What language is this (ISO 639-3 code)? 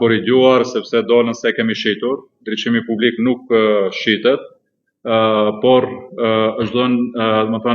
sqi